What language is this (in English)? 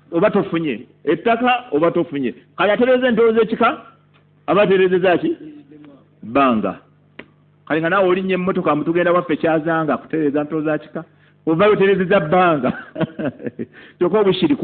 Ganda